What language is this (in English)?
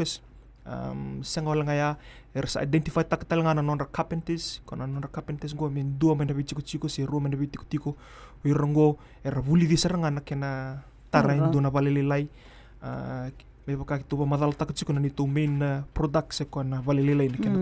Fijian